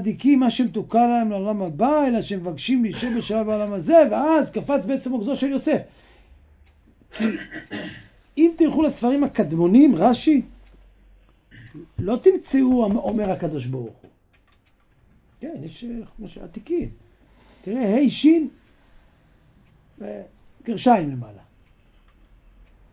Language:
Hebrew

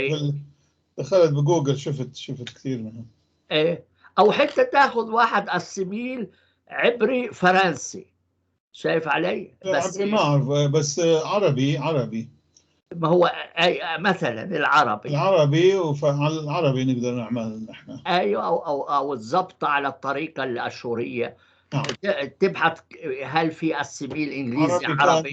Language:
North Levantine Arabic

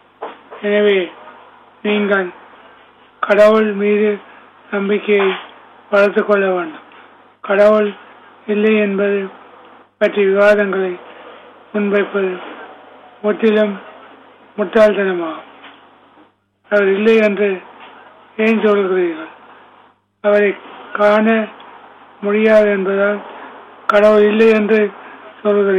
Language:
Tamil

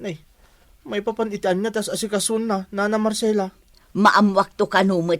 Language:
Iloko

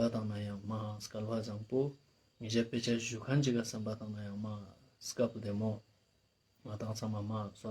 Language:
Ladakhi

